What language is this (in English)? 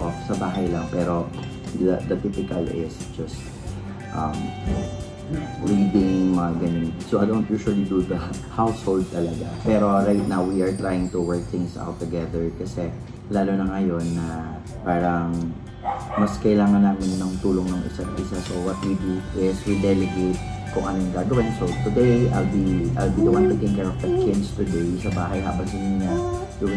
Filipino